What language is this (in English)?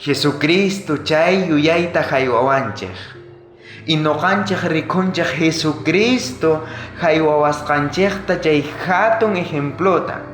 South Bolivian Quechua